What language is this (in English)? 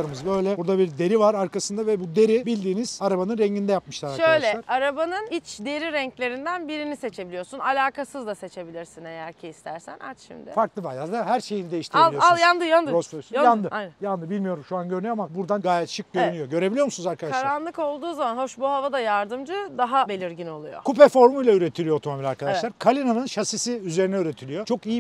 Turkish